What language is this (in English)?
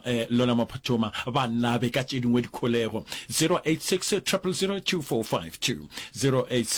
Northern Sotho